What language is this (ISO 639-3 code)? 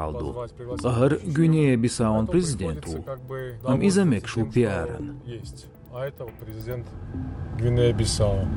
che